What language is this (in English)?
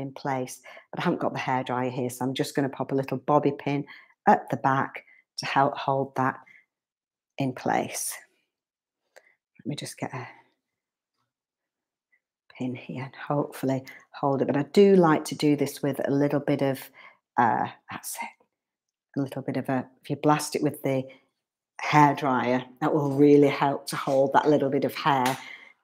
English